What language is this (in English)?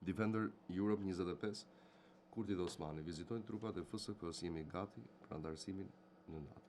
Albanian